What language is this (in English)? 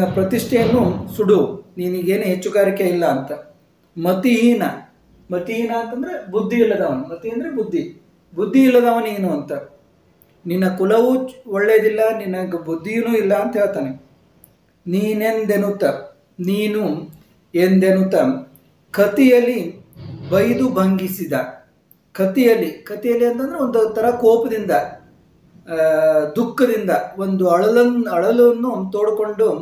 Kannada